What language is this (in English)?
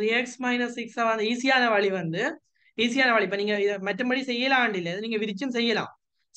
Tamil